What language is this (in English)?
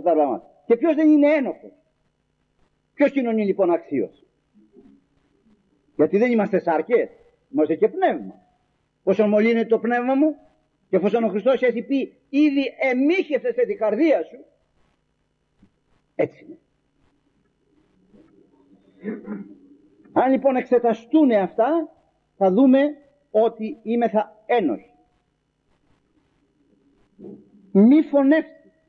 Greek